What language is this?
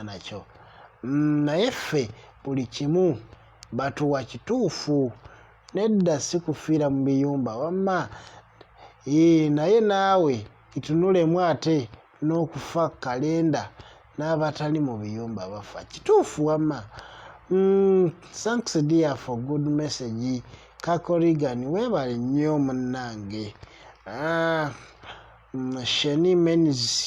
Ganda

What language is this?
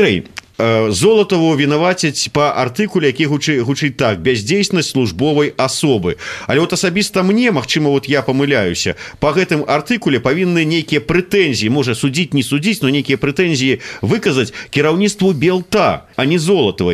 Belarusian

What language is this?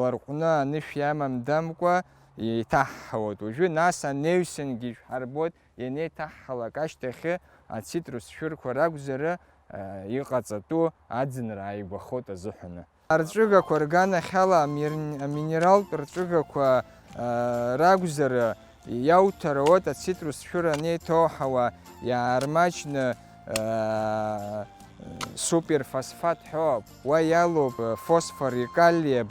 Abkhazian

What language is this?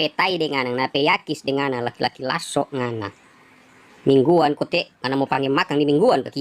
Manado Malay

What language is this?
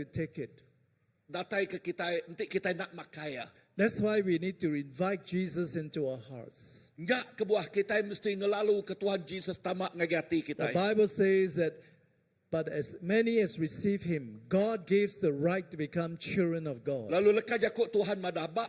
Iban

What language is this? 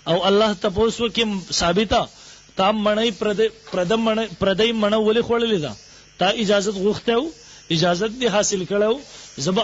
Pashto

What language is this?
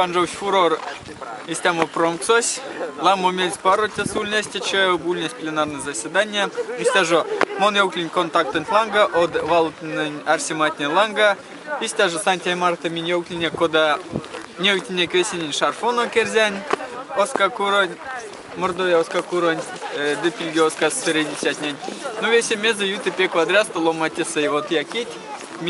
Erzya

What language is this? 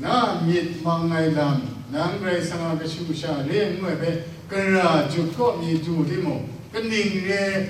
Kachin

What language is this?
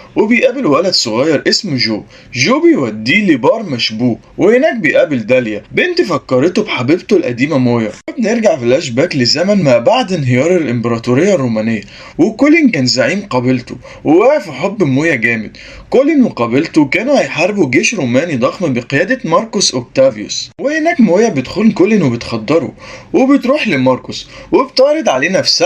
Egyptian Arabic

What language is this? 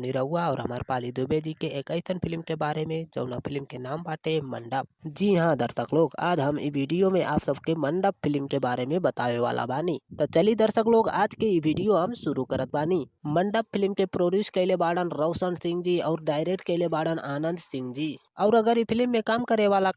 Bhojpuri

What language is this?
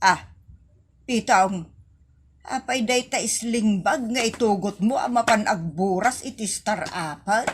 Iloko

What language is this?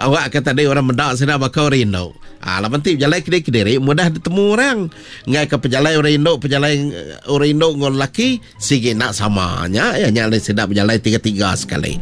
Iban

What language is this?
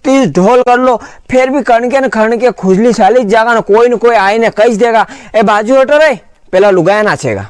Rajasthani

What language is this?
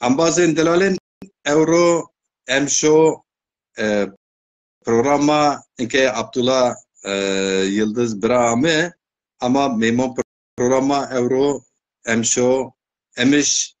Zaza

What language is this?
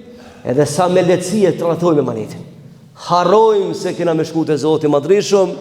Albanian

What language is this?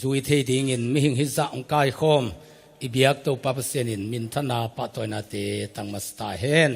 Tedim Chin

